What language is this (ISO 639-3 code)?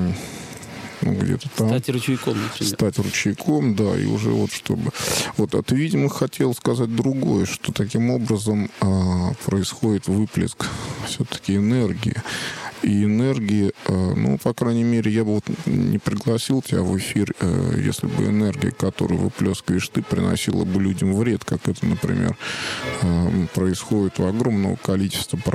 rus